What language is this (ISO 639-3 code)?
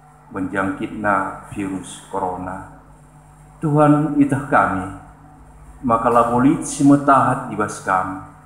btx